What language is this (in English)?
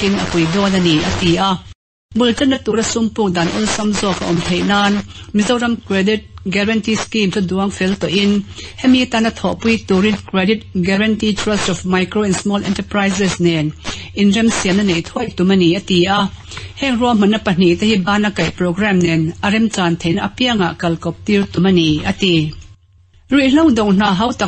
Mizo